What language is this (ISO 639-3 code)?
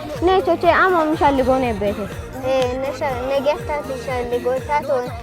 kbr